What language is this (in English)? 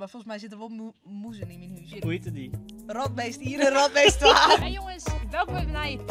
Western Frisian